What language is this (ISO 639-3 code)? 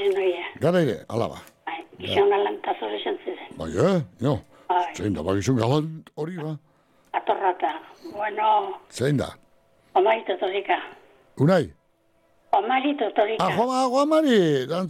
eus